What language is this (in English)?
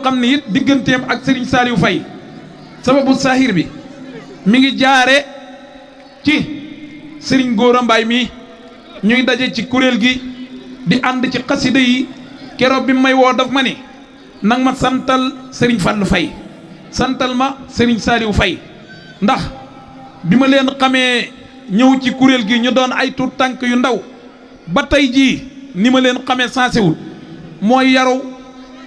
Wolof